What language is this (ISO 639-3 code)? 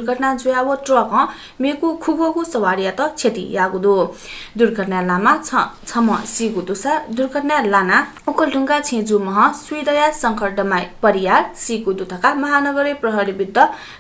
new